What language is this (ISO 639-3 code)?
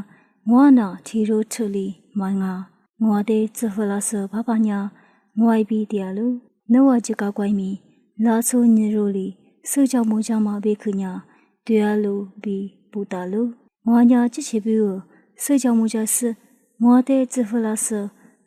lis